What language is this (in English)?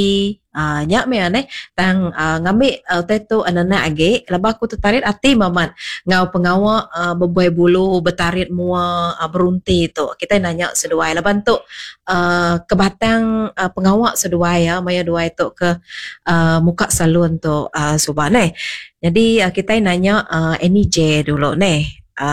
Iban